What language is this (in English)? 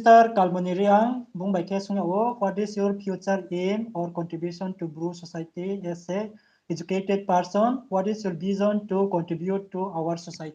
Riang (India)